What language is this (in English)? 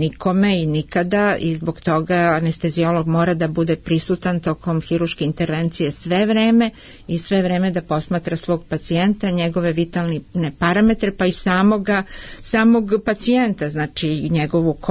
Serbian